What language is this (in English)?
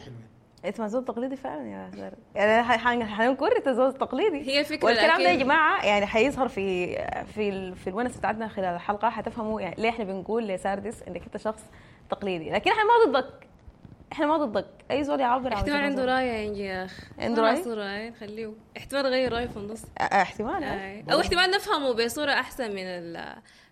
Sudanese Arabic